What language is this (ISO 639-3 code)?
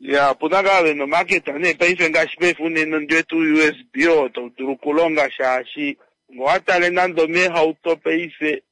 kua